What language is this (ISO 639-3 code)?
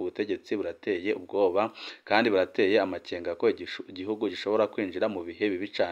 run